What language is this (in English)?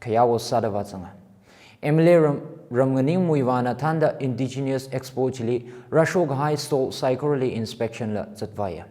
Tangkhul Naga (India)